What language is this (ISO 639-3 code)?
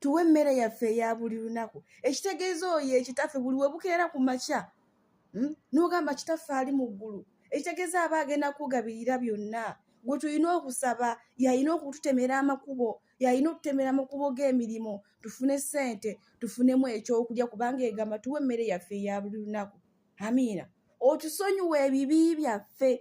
lug